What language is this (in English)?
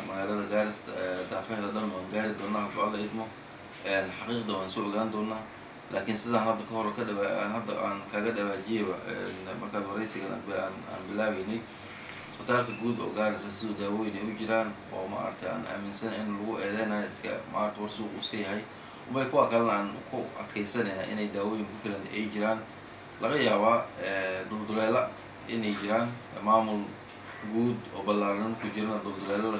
Somali